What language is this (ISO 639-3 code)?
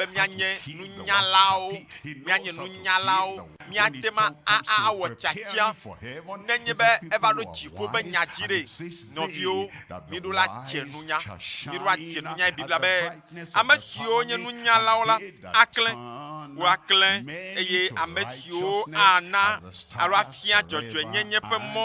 ewe